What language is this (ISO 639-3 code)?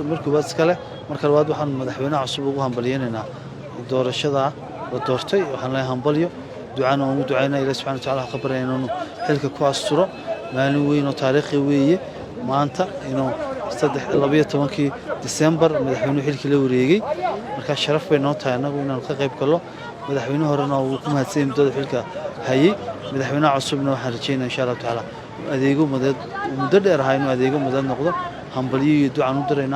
som